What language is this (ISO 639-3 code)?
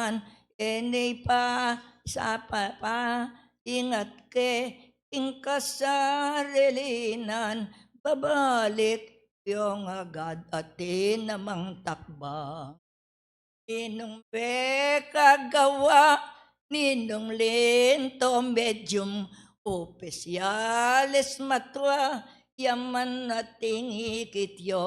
pam